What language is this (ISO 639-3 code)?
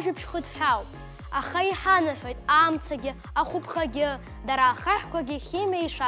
abk